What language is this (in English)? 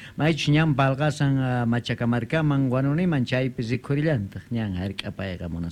South Bolivian Quechua